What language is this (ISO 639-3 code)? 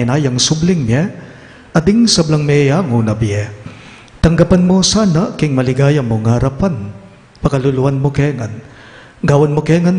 pam